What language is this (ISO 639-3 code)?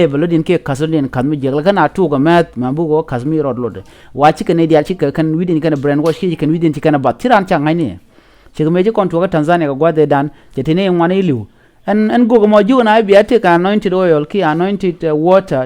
nus